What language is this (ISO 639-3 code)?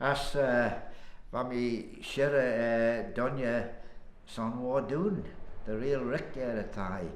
glv